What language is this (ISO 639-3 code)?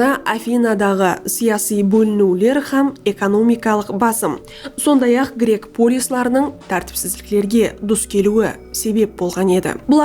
kaa